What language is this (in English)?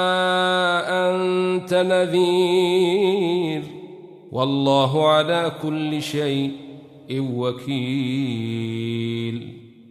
Arabic